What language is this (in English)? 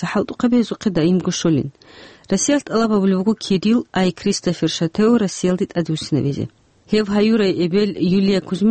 Avaric